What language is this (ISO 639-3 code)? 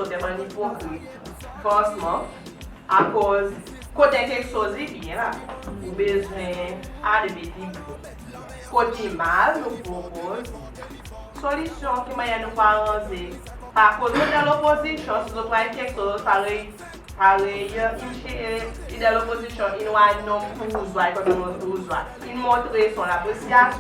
crs